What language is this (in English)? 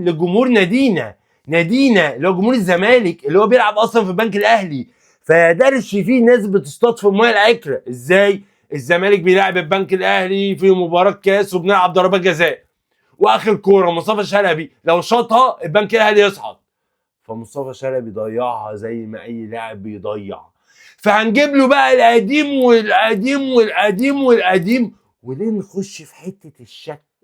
Egyptian Arabic